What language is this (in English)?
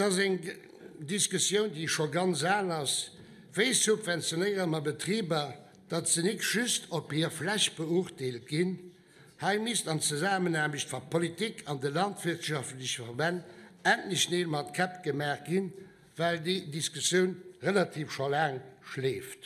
Luxembourgish